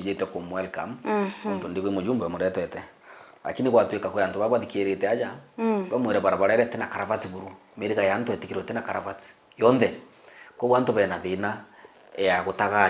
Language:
Meru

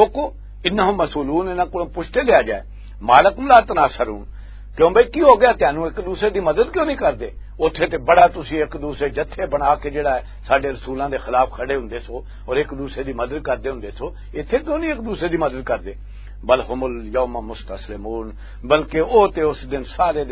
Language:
Western Panjabi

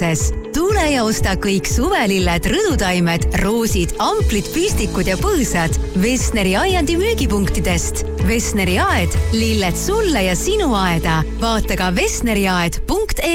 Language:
Estonian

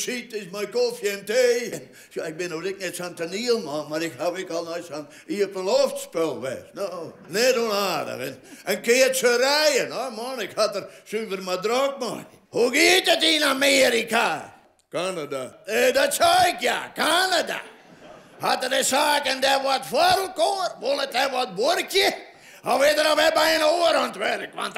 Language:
Western Frisian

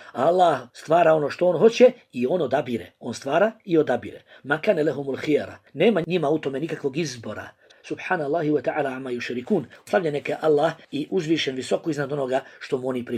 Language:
Bosnian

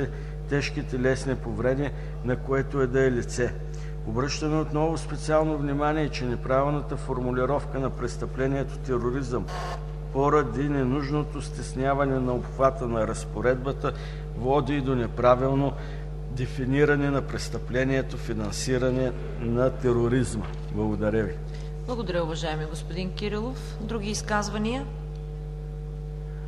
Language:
Bulgarian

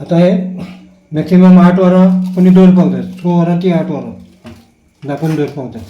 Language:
Konkani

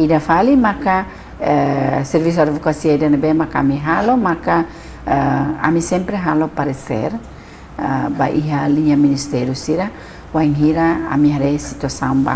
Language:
Tetum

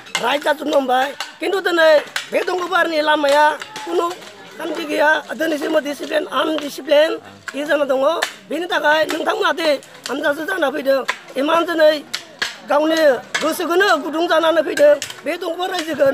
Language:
Bodo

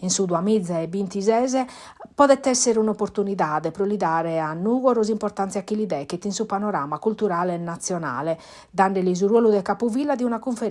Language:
Sardinian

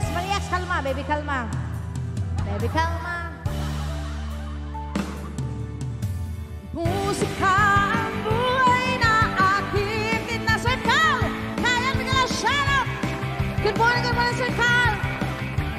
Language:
Filipino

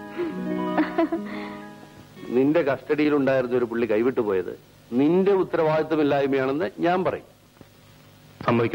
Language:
Malayalam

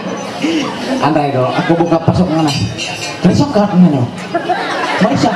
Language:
Ma'anyan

